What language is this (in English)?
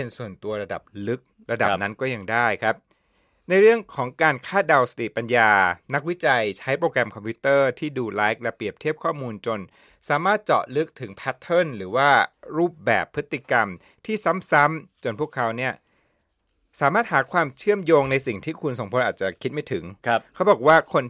Thai